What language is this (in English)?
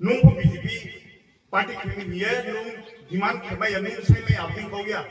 Kok Borok